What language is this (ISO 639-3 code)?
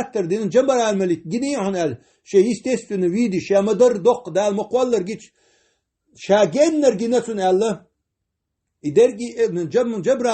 che